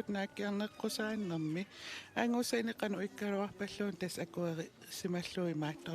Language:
Kalaallisut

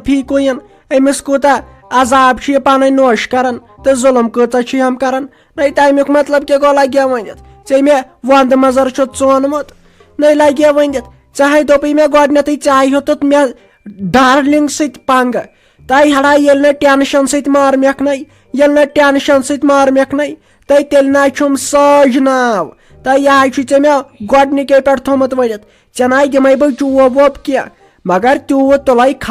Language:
Kashmiri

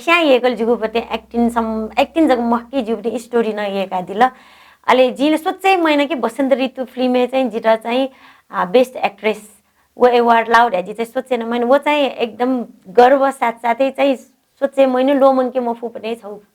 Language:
Newari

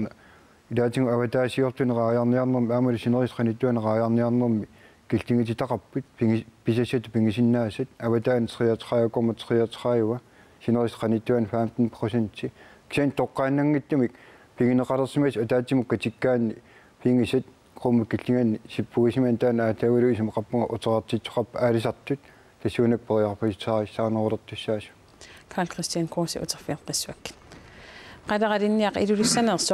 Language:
Kalaallisut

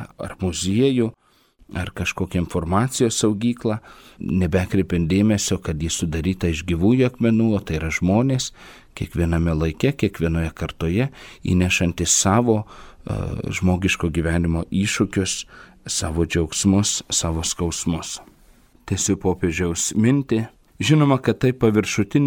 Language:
Lithuanian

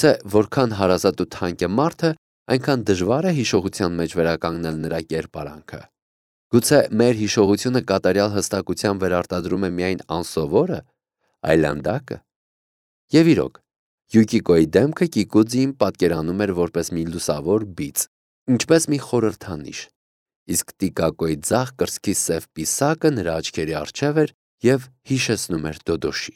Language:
Armenian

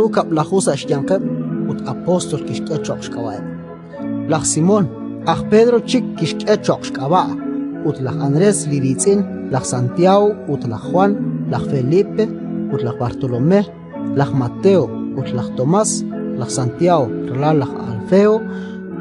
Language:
Kekchí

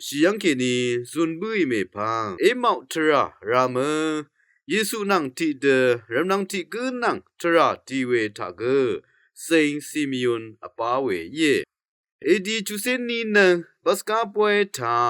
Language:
Rawang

